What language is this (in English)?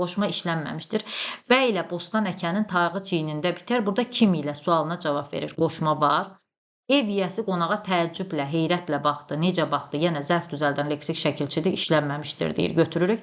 Azerbaijani